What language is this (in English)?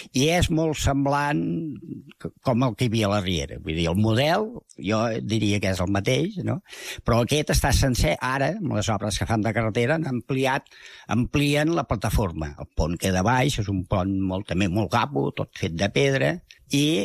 Catalan